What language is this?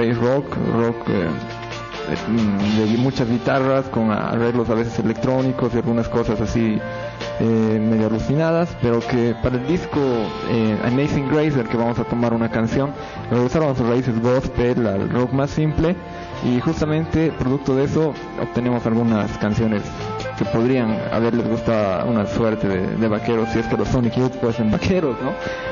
Spanish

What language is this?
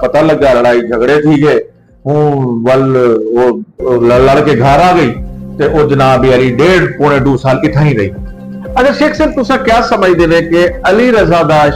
Saraiki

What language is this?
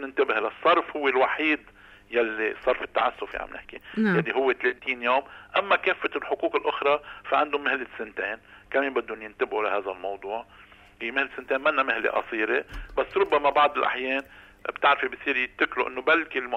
North Levantine Arabic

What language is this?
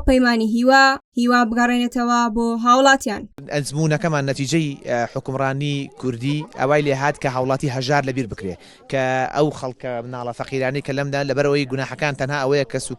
Central Kurdish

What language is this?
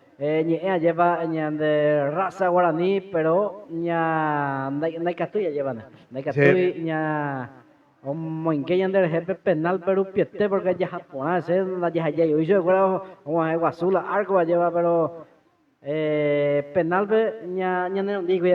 Guarani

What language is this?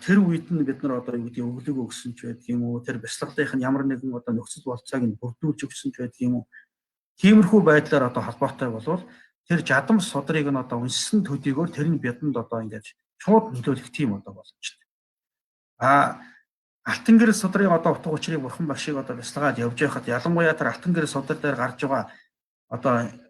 Mongolian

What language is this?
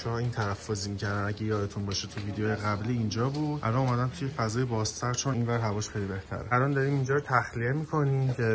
Persian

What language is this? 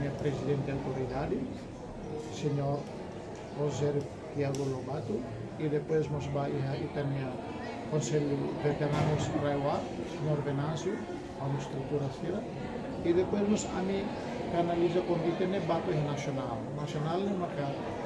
Tetum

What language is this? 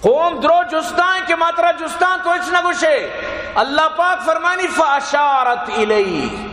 Baluchi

